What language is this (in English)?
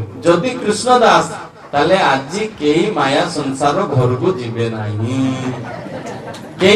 Odia